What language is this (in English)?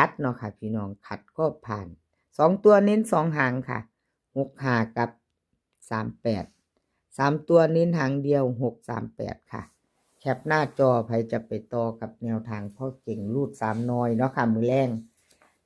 Northeastern Thai